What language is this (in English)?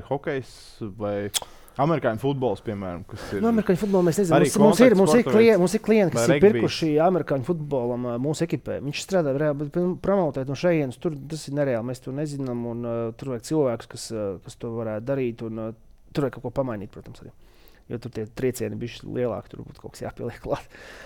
Latvian